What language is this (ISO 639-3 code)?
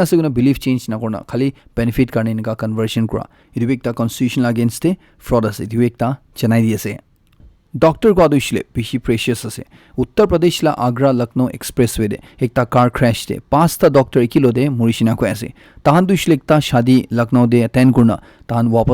nag